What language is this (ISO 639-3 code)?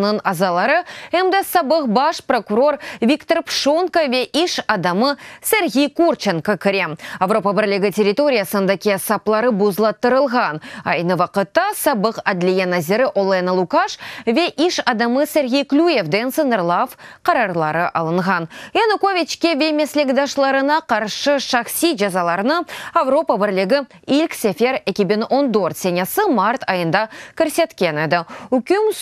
crh